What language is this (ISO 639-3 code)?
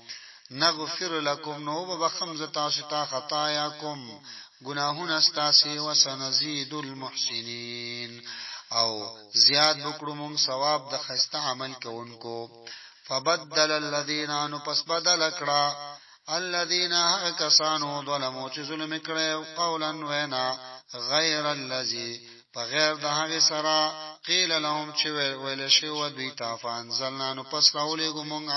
pus